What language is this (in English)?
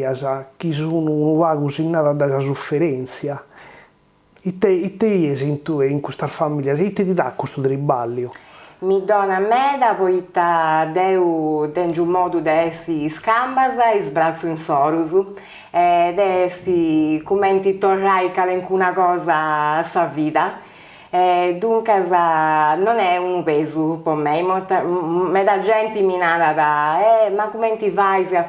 Sardinian